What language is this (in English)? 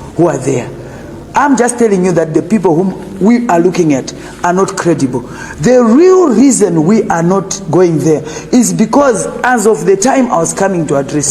Nyanja